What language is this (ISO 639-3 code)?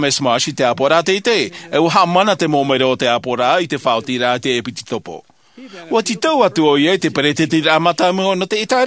tah